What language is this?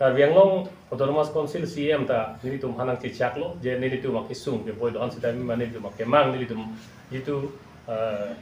Karbi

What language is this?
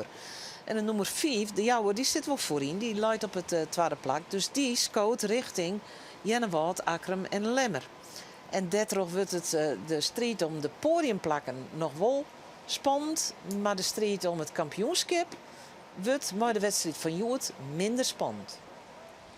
Western Frisian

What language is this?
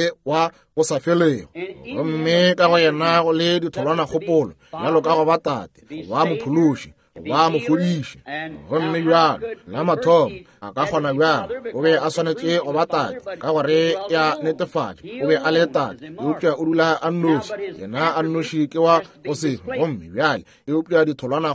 Northern Sotho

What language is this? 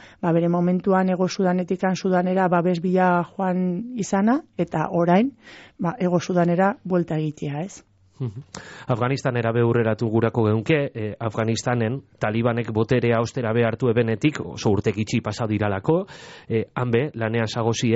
Basque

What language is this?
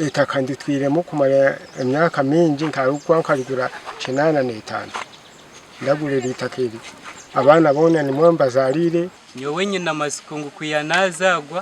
Nyankole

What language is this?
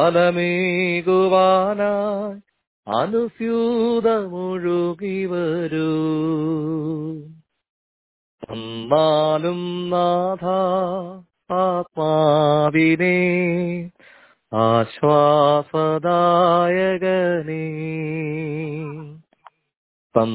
Malayalam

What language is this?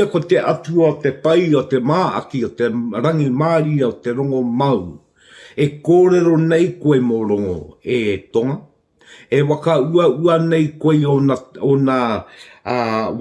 Māori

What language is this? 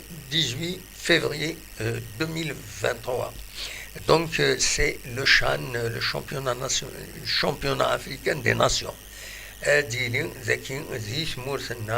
Kabyle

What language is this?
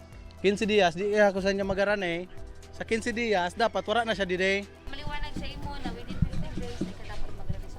Bikol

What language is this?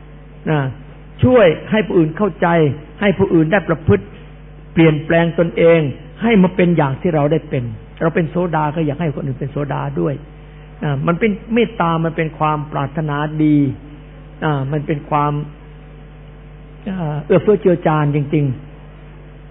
Thai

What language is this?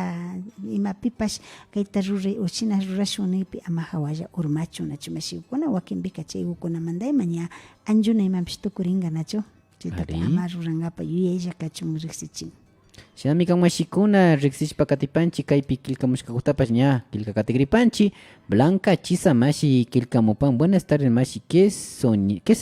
Imbabura Highland Quichua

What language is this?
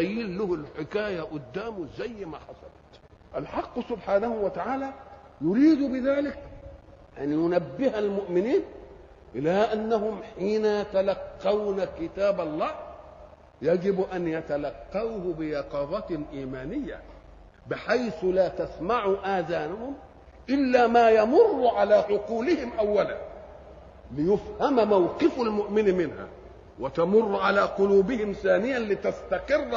Arabic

